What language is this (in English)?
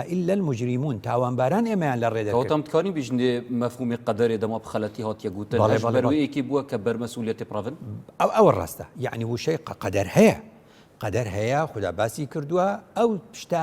Central Kurdish